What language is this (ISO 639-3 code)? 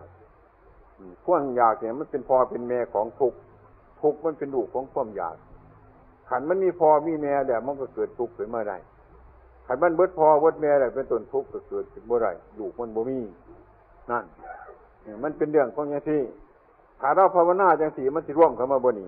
tts